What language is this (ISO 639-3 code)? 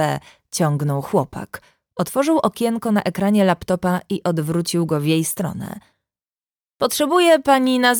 pol